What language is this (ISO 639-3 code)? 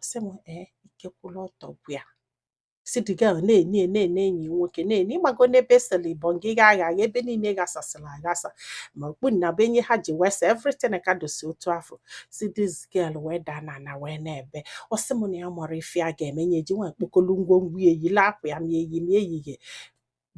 ibo